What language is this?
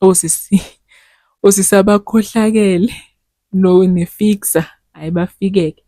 Zulu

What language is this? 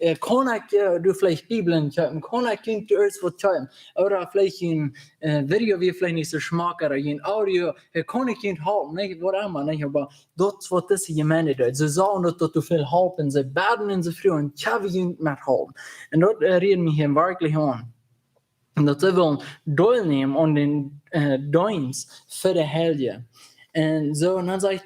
Plautdietsch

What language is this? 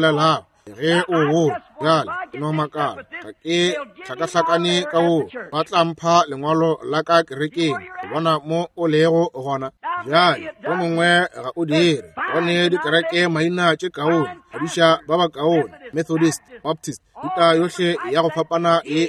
Northern Sotho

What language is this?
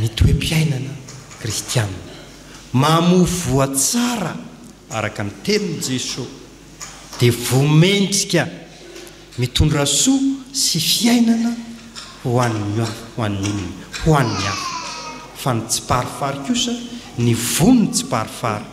Malagasy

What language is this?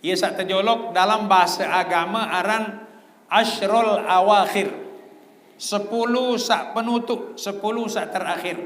Sasak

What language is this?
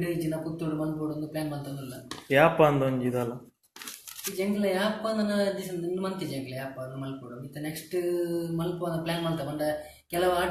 Tulu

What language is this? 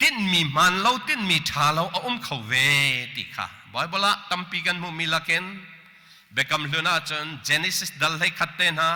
Hakha Chin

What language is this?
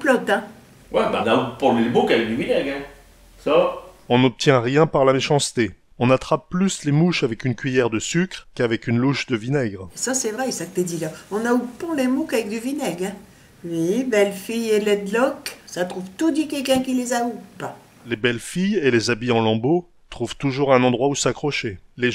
Picard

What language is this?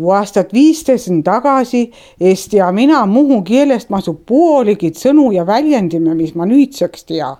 Estonian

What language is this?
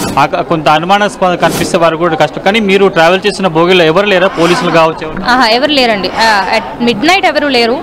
Telugu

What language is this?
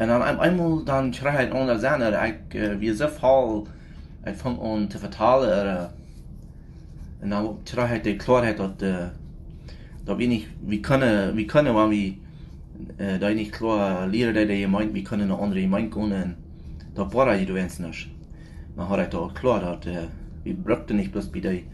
Plautdietsch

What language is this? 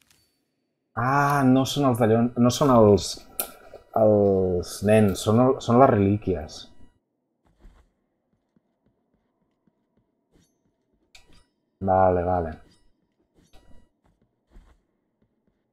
Catalan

